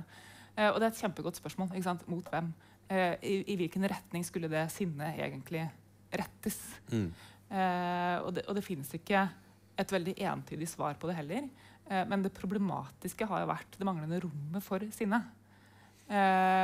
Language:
Norwegian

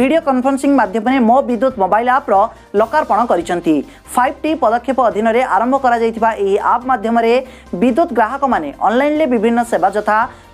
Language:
Odia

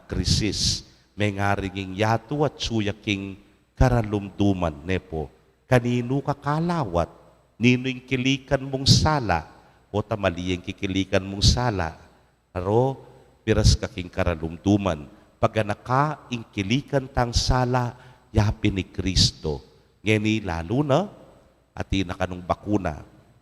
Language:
Pampanga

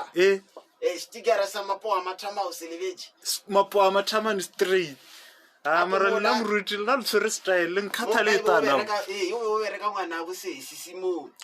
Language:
Northern Sotho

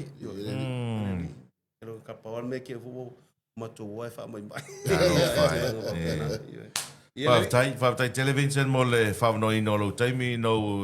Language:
Samoan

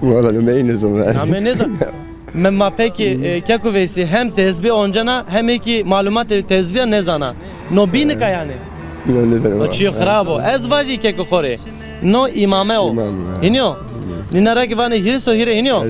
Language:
Zaza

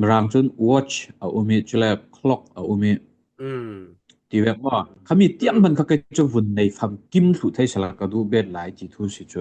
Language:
Falam Chin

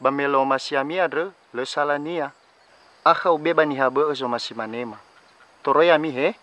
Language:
Nias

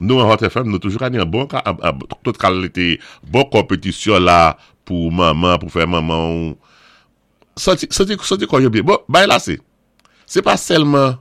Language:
Saint Lucian Creole French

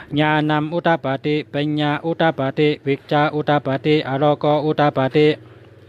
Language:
Shan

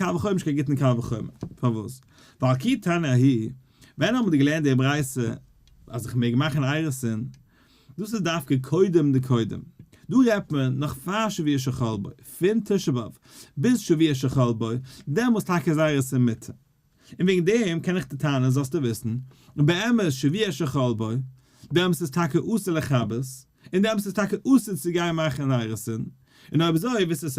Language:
Yiddish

